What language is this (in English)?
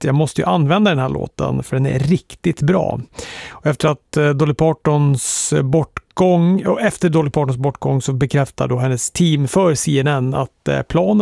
Swedish